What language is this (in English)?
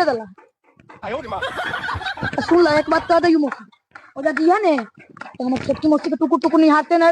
Magahi